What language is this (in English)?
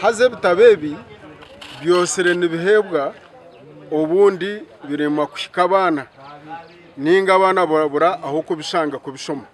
Nyankole